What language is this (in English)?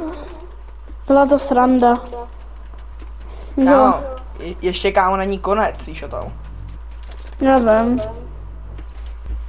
Czech